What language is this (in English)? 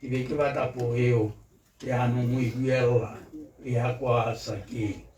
Tswana